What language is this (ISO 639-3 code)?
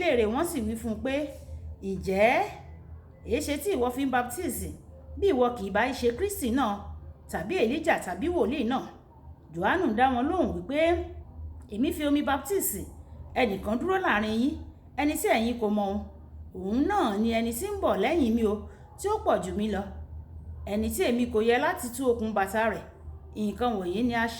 yor